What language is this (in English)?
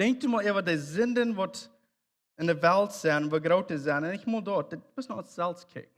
Plautdietsch